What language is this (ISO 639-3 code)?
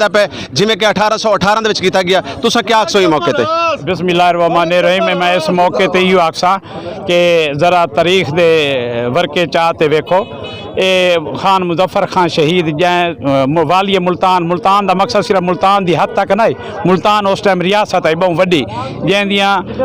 skr